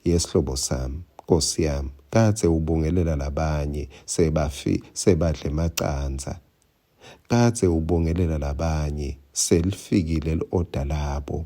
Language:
Swati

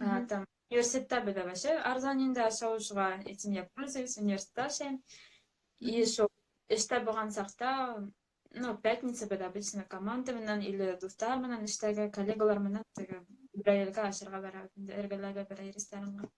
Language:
Bashkir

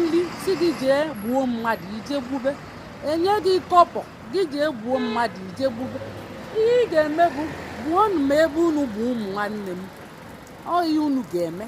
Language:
Igbo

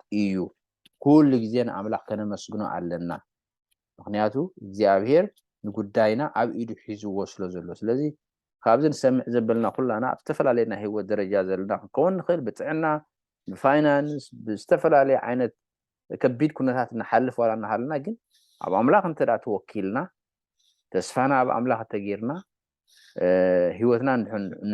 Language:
Tigrinya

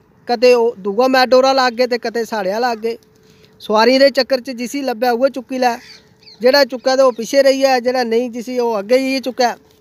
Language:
Dogri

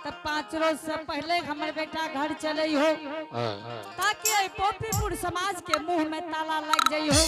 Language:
Angika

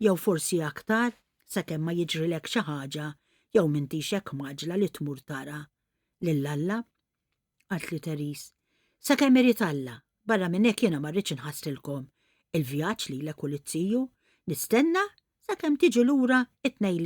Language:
Maltese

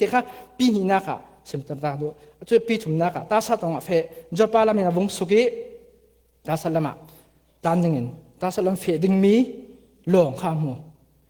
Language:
Falam Chin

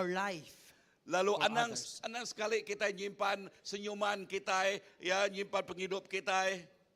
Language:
Iban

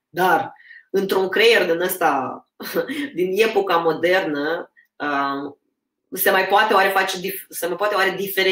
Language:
Romanian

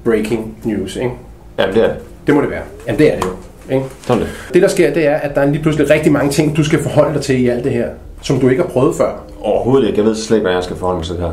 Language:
Danish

